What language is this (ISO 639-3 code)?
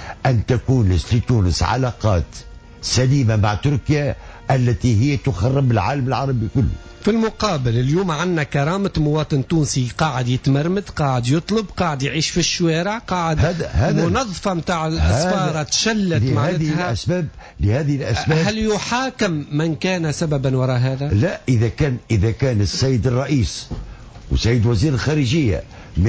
aeb